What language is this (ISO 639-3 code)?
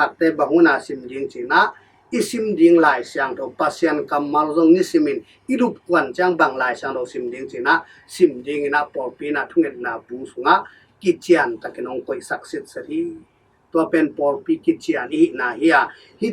ctd